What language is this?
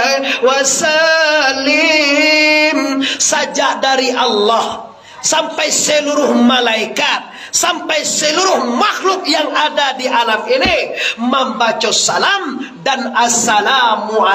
Minangkabau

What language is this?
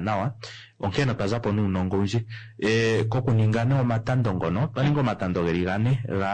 Kuanyama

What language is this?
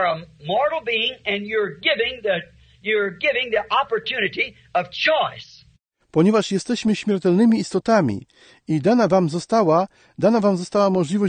Polish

